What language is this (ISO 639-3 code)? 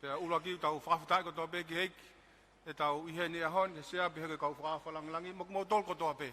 ton